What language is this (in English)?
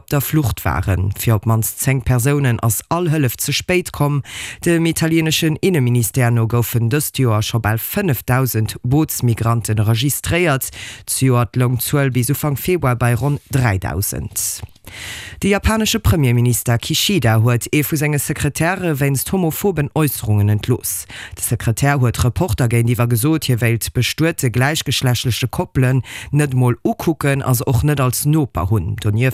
Luxembourgish